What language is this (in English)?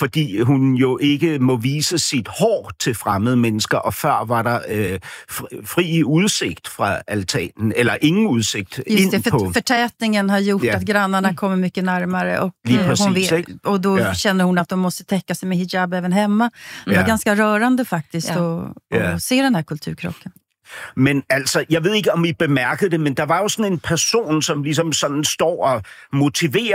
Danish